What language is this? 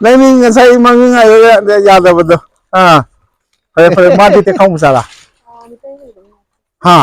Manipuri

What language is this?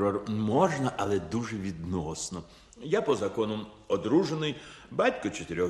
Ukrainian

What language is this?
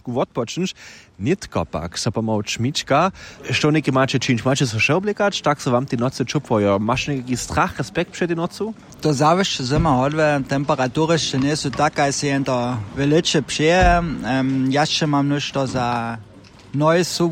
Upper Sorbian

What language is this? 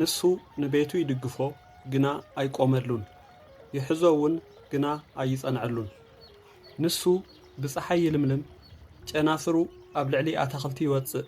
Tigrinya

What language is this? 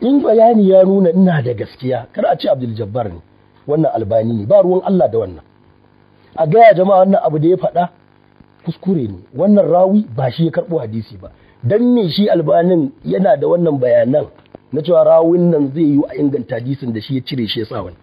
Hausa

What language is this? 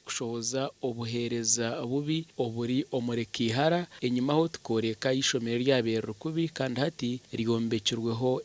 Nyankole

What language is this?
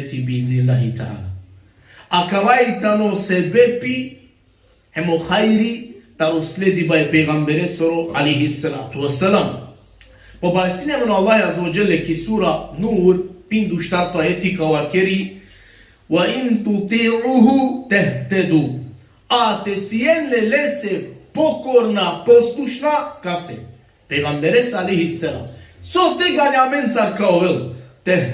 Balkan Romani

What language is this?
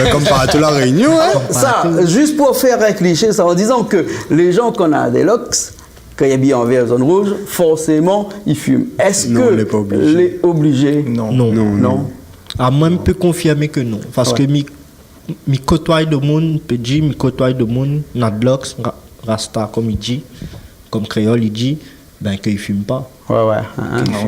Réunion Creole French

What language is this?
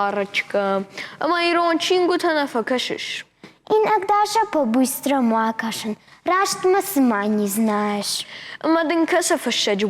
Ossetic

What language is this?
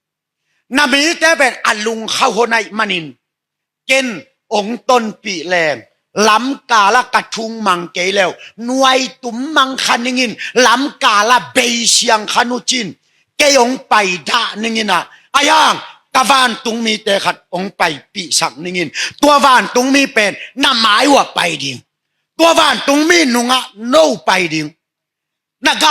Tedim Chin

